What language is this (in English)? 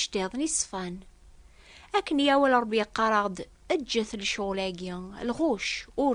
Kabyle